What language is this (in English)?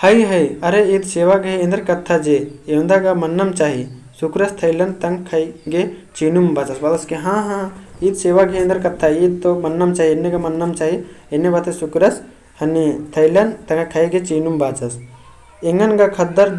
Kurukh